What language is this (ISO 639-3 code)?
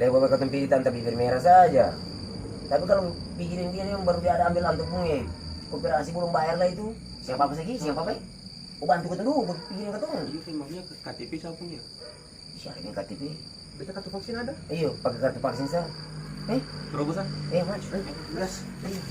abs